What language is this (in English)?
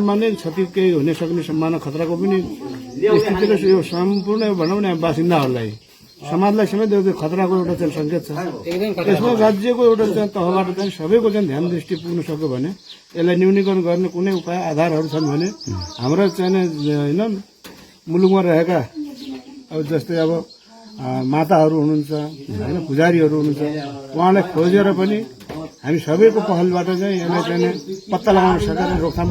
Nepali